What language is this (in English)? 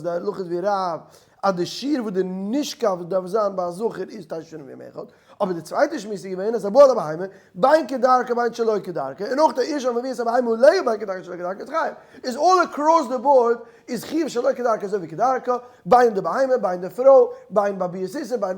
Yiddish